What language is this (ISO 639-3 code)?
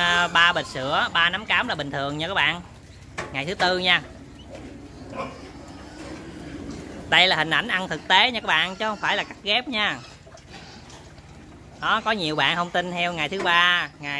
vie